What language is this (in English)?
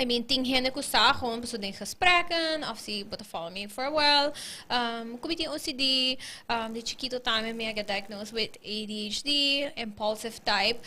Papiamento